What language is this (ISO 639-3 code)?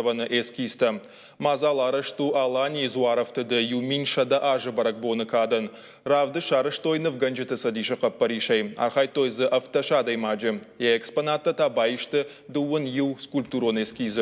oss